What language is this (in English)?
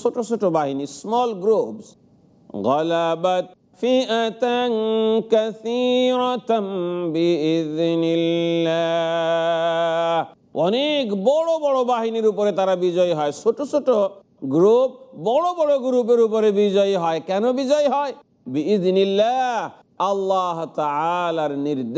Bangla